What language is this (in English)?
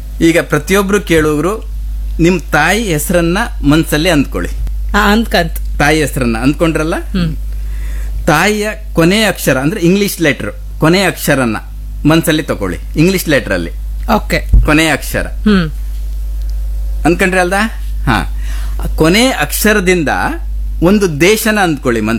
Kannada